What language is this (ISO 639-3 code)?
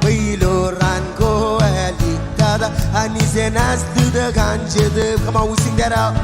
mah